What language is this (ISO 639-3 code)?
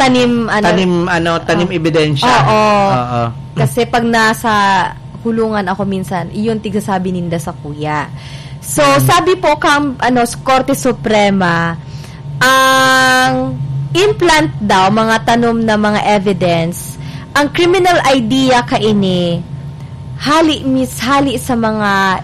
bik